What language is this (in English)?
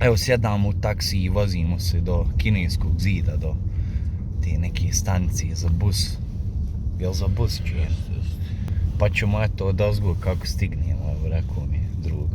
Bosnian